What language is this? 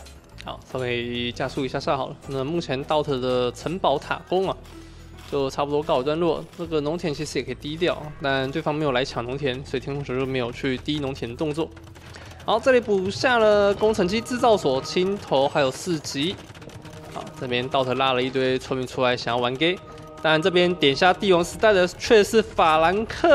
Chinese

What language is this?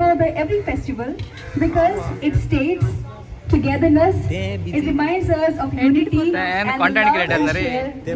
Konkani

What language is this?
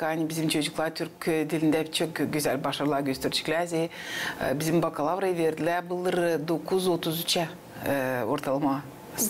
Gagauz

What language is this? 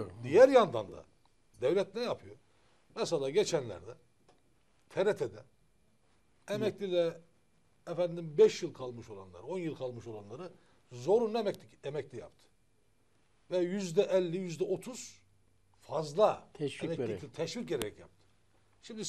Turkish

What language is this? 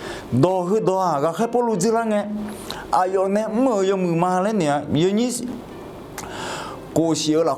Akha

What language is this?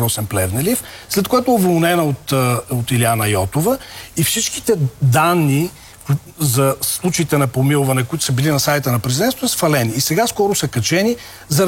Bulgarian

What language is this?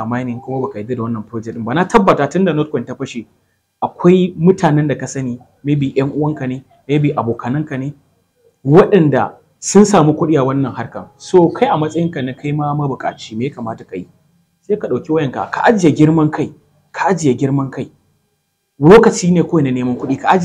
Hausa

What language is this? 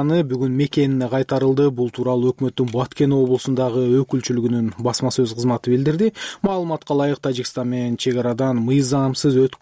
Kyrgyz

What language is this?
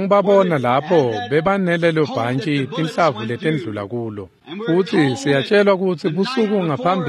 Swati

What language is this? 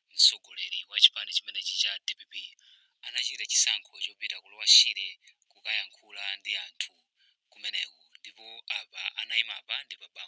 Nyanja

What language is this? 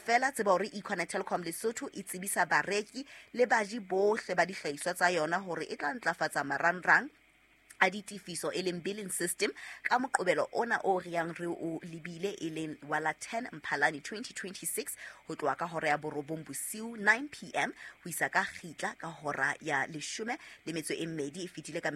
Southern Sotho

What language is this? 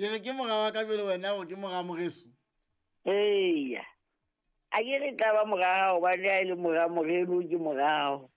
Southern Sotho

